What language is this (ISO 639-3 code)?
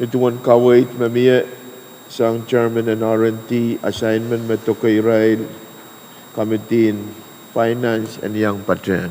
pon